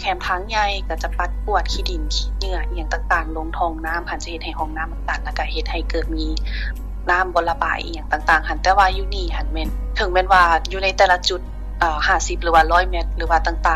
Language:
Lao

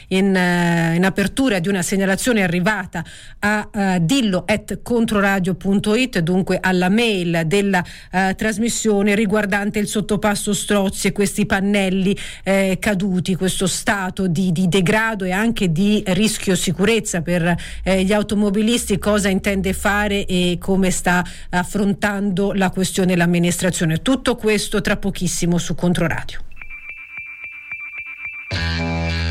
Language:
Italian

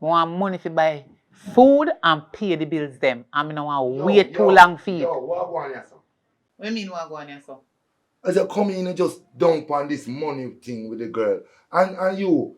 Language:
Jamaican Creole English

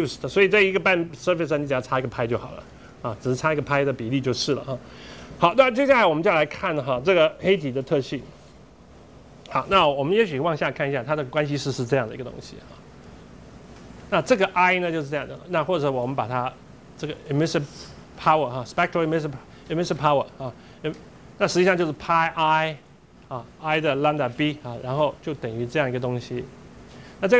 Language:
Chinese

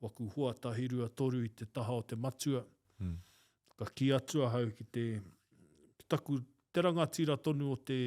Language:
Māori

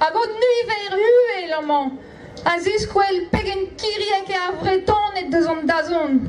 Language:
Breton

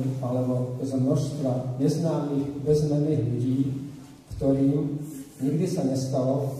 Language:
Slovak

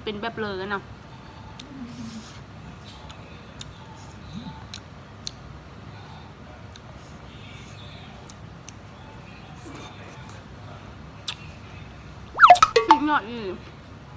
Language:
Thai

